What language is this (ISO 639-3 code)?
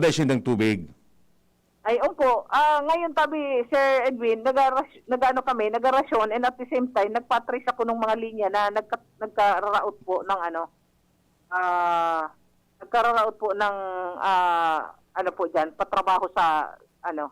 bik